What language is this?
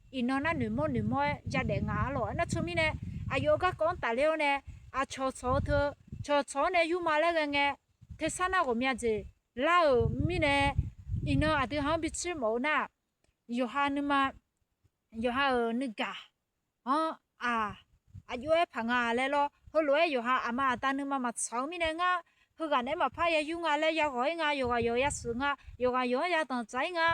Akha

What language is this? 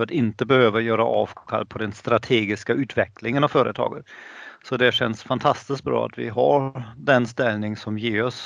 Swedish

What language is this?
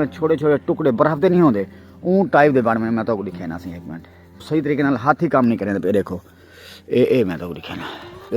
Saraiki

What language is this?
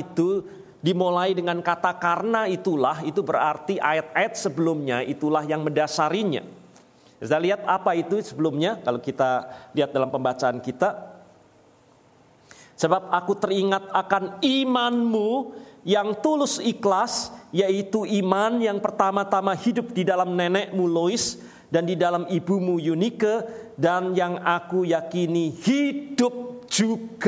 Indonesian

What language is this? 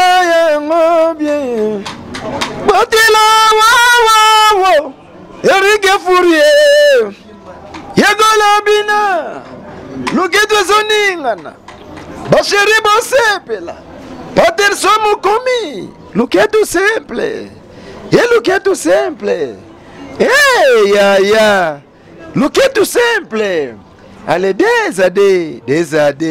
Lingala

